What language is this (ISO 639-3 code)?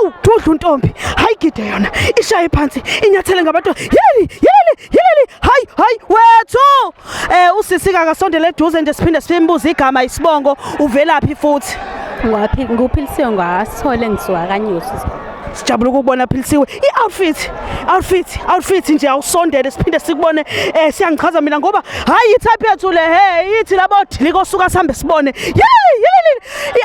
zul